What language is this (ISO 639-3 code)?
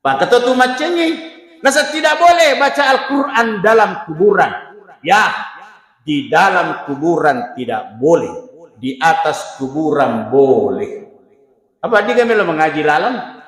bug